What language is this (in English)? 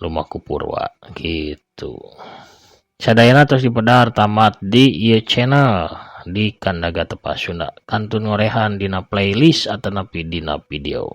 Sundanese